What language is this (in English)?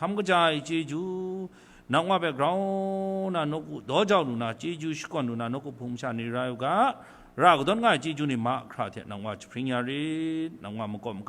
Kachin